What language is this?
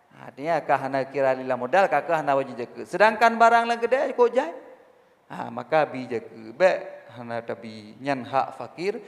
Achinese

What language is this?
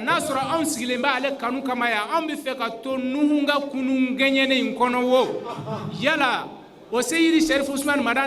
Bambara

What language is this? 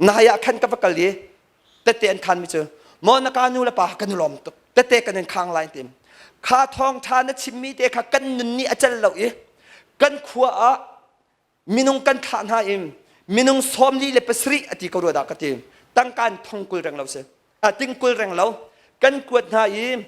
Hakha Chin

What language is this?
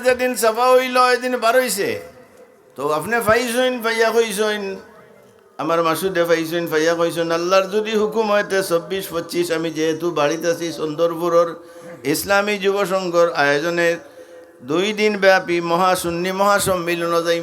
Sylheti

